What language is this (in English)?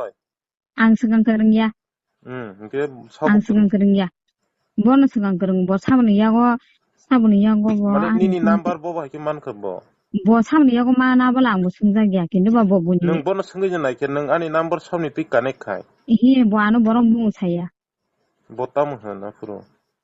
Kok Borok